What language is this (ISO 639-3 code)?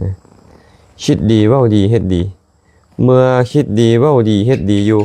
lao